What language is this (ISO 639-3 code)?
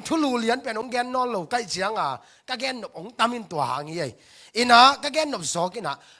ctd